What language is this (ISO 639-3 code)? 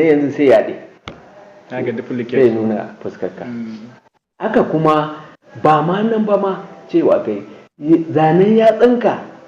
hau